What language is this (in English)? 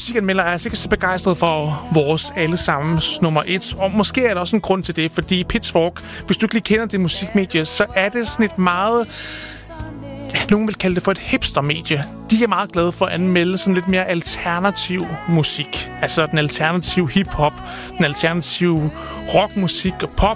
Danish